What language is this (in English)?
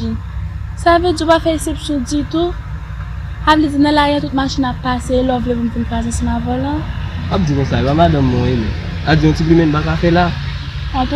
Haitian Creole